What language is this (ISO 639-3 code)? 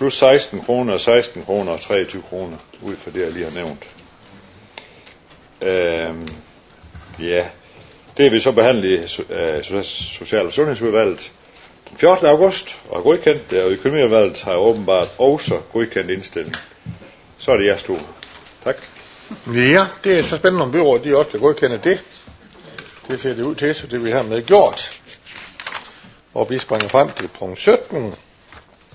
dan